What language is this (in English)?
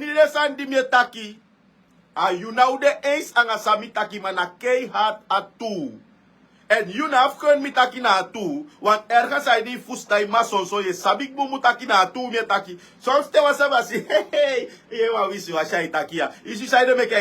Sranan Tongo